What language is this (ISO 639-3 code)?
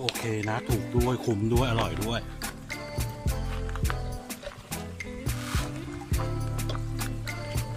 tha